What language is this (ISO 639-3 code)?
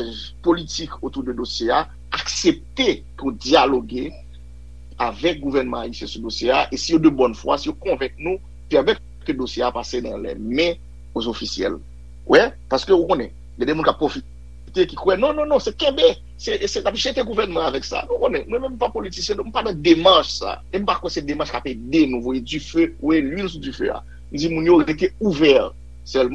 hat